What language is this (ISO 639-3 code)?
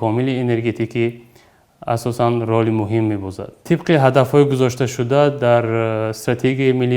tgk